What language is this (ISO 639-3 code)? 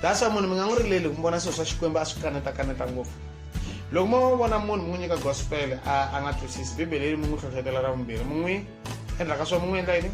tso